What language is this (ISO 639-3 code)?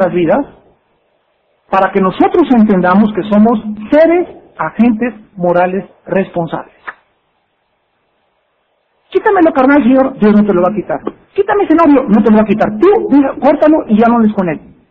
spa